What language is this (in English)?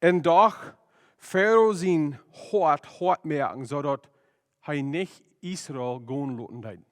Plautdietsch